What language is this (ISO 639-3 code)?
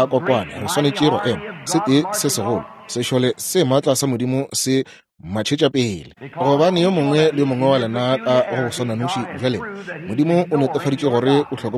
nso